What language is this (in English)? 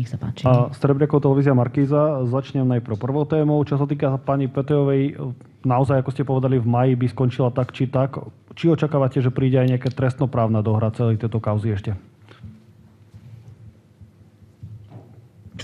Slovak